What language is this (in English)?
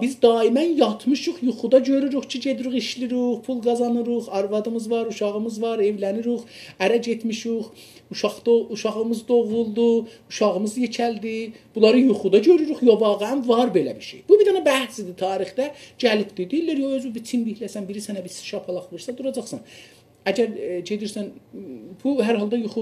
South Azerbaijani